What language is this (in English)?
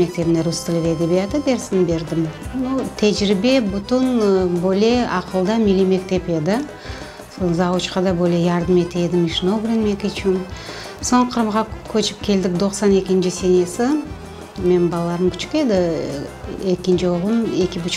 Crimean Tatar